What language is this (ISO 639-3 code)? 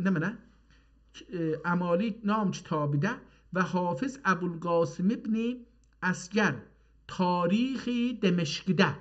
azb